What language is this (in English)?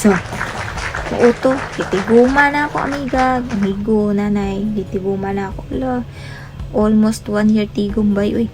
Cebuano